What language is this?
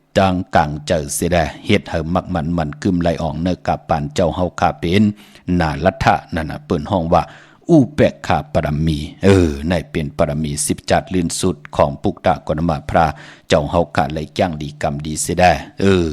Shan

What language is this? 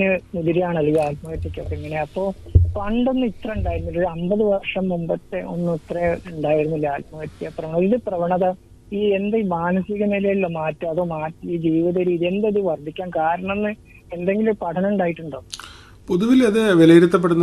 Malayalam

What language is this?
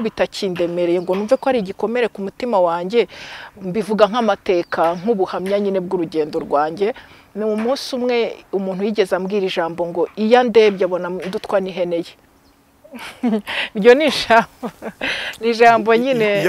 Kinyarwanda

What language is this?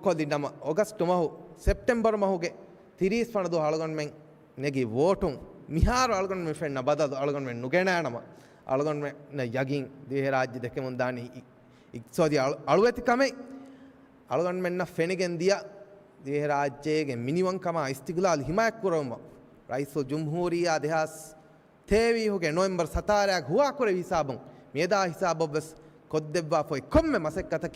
Divehi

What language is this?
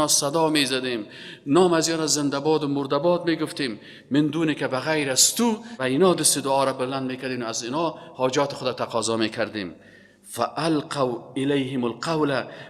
Persian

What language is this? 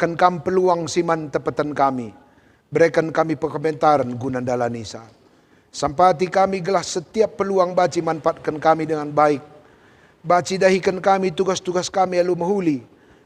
Batak Karo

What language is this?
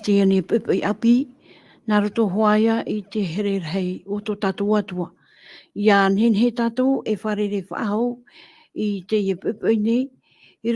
Tahitian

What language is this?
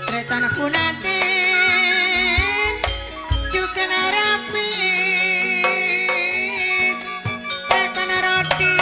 Madurese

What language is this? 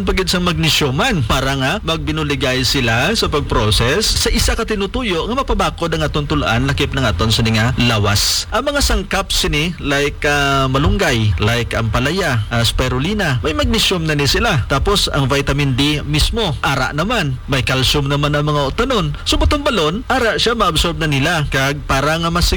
Hiligaynon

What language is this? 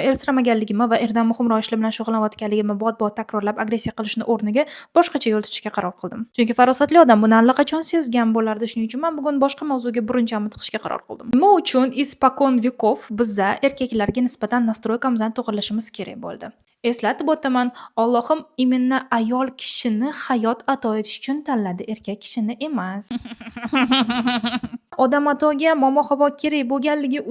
Uzbek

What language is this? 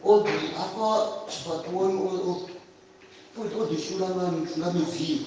Venda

